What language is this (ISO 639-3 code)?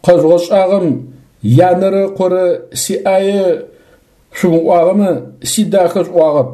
ady